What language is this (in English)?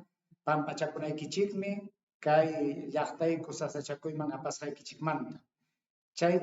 Ayacucho Quechua